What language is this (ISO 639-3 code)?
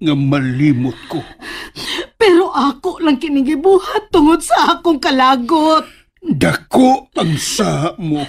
ceb